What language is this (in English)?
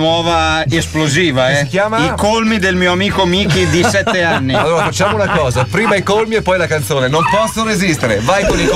Italian